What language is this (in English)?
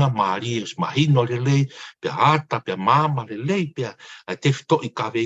Tongan